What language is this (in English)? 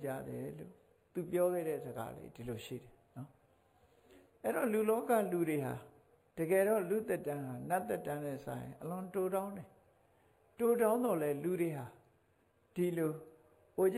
Burmese